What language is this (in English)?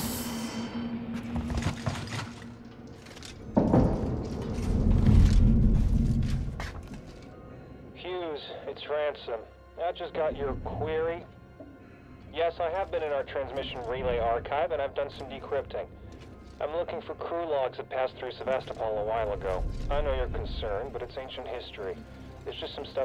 English